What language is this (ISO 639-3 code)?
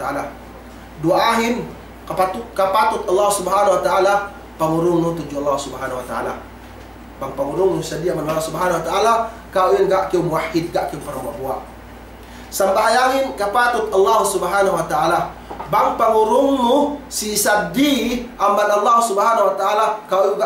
yka